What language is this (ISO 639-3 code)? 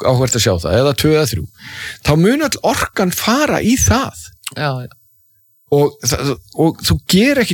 isl